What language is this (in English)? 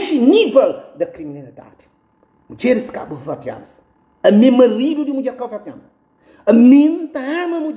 Kabuverdianu